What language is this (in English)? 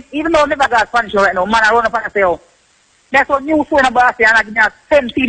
Jamaican Creole English